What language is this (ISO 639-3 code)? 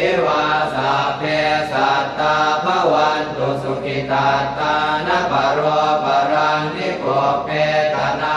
pli